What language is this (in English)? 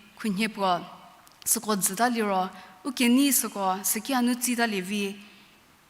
Angami Naga